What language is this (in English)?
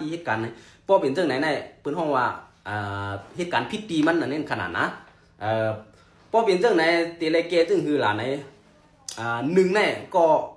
Shan